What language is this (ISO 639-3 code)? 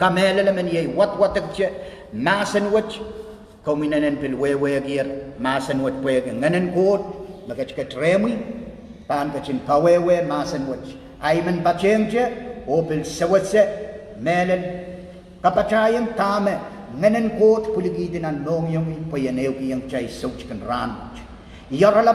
pon